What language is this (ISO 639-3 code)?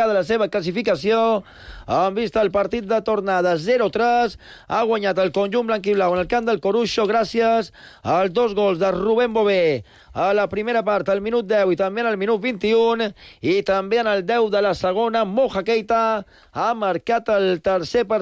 cat